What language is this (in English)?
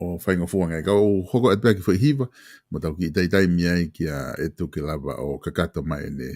Tongan